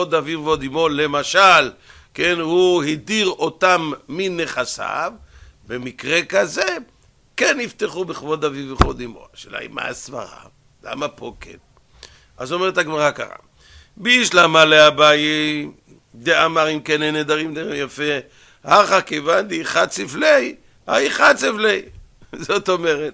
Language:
Hebrew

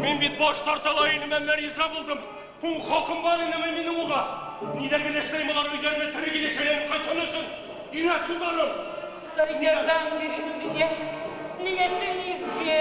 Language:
Bashkir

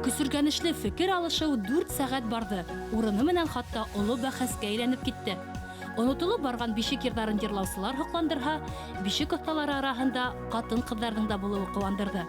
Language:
Bashkir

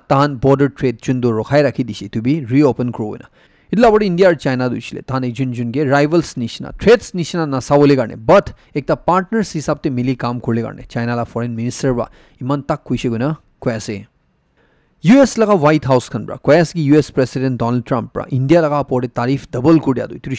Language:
Naga Pidgin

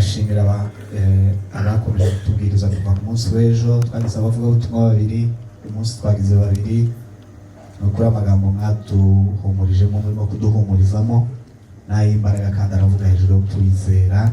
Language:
Kinyarwanda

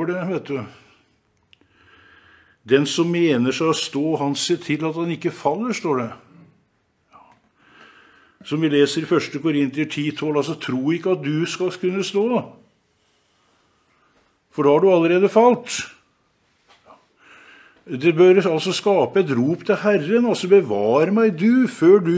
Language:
Norwegian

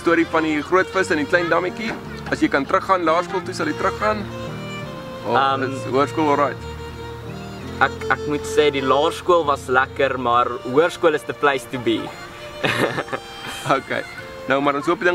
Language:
Afrikaans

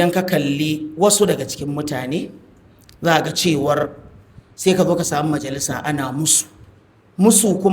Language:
Hausa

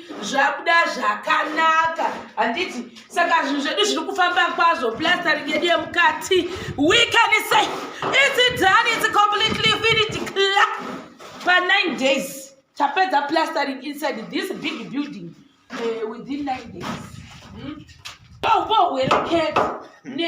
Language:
Shona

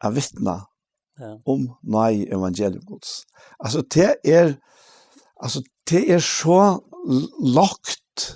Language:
Faroese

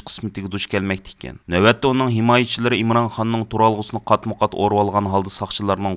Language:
Uyghur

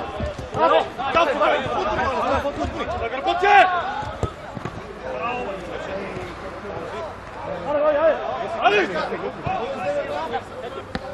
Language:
Bulgarian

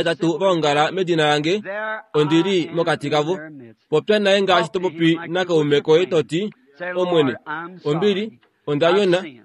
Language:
Kuanyama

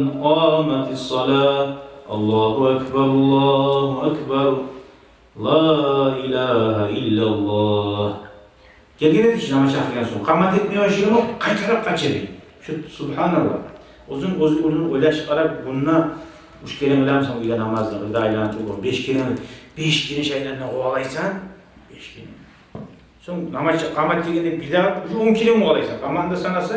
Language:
Kumyk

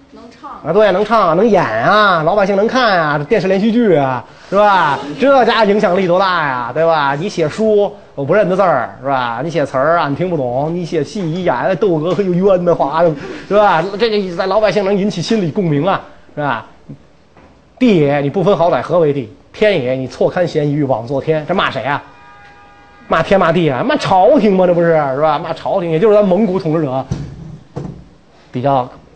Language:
Chinese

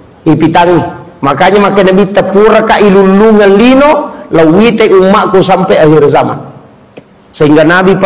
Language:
Buginese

